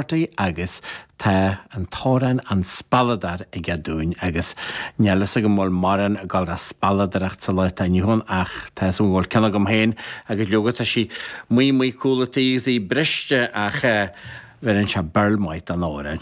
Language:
Irish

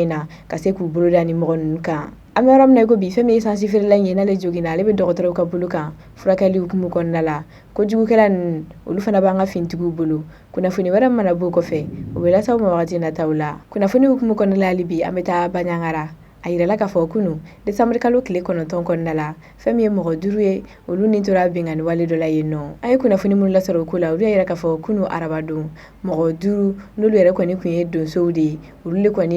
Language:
Bambara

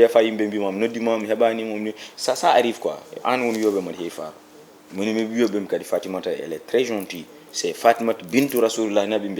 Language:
Fula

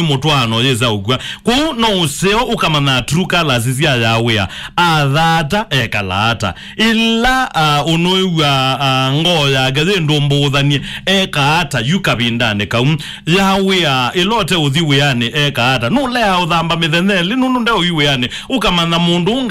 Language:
Kamba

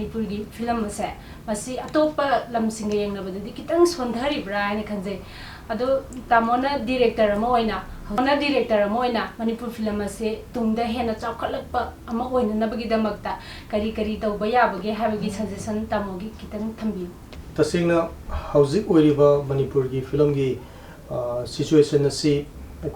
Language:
Manipuri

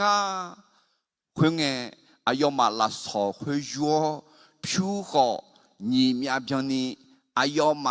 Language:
Akha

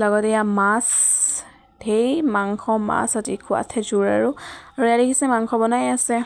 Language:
Assamese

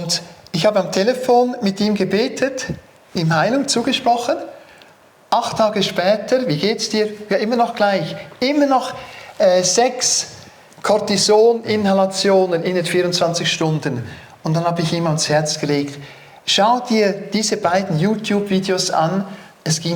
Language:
Swiss German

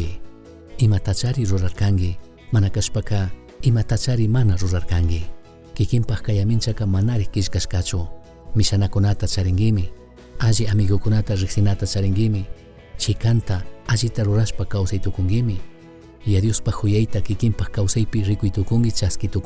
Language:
Chimborazo Highland Quichua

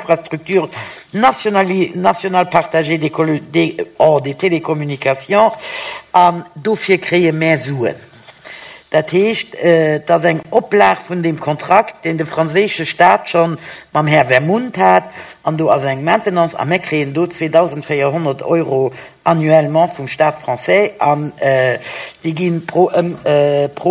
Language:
Luxembourgish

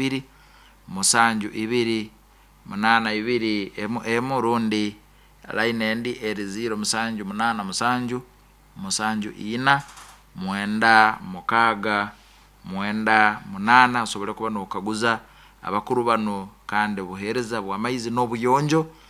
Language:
Nyoro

